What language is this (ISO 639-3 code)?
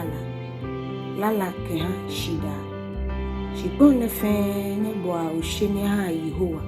gaa